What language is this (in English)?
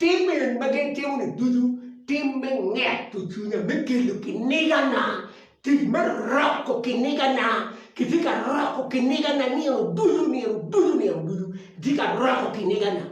Acoli